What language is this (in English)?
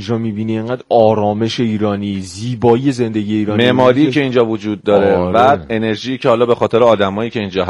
Persian